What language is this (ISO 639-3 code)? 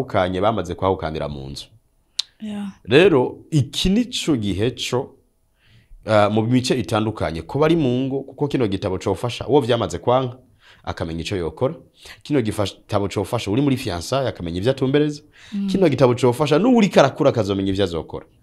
run